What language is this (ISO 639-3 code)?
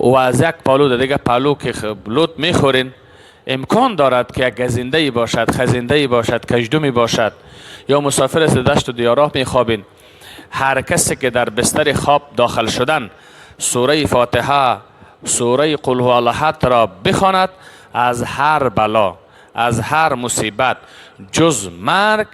fas